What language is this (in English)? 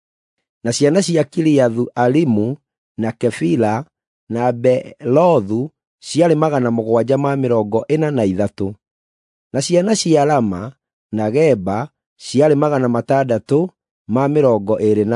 Kikuyu